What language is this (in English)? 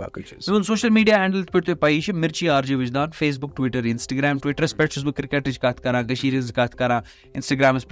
Kashmiri